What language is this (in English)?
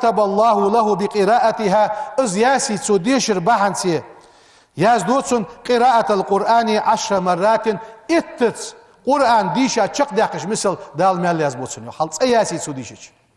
Ingush